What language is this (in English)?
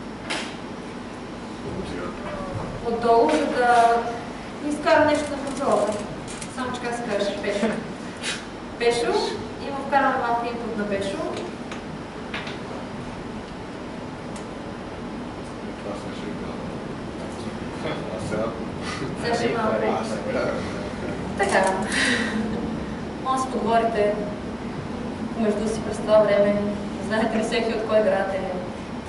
Bulgarian